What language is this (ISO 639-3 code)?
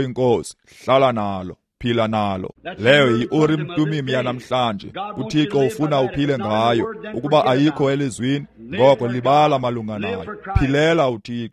xho